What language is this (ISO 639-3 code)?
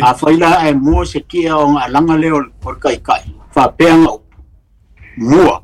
smo